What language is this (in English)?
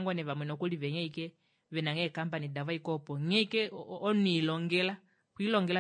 Kuanyama